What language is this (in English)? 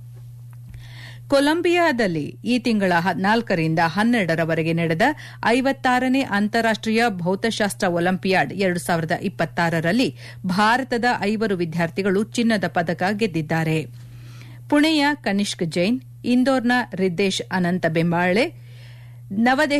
Kannada